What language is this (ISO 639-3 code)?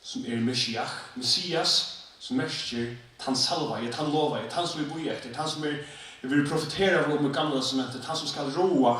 fao